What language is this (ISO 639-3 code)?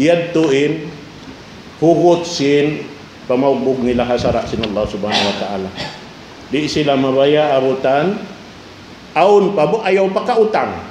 tsg